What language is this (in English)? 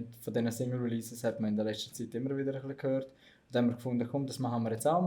Swiss German